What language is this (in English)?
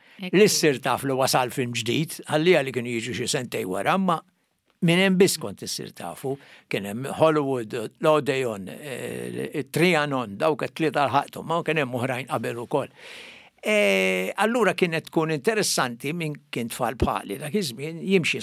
Maltese